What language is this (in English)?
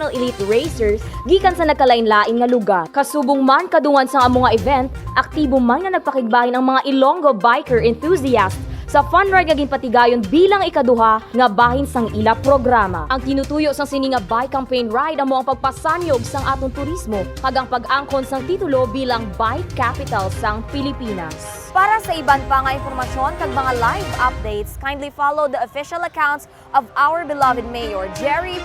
Hiligaynon